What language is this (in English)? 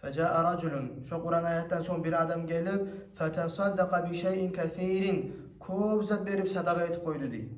Kumyk